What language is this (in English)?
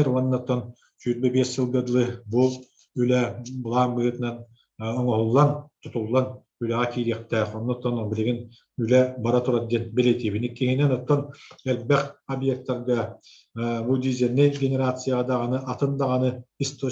Yakut